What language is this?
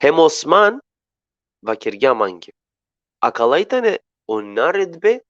Balkan Romani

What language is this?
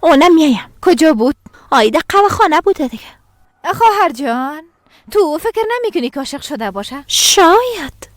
Persian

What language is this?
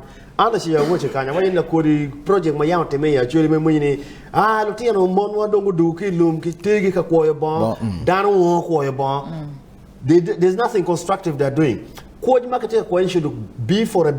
Acoli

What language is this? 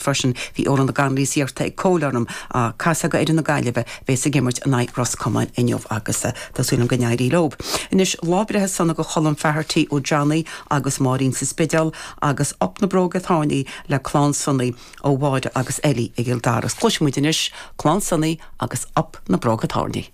Irish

